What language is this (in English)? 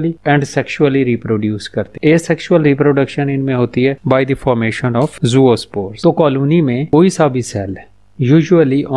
Hindi